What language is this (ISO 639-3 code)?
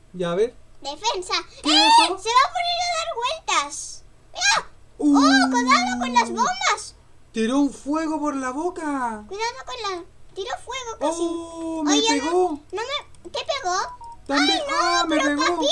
spa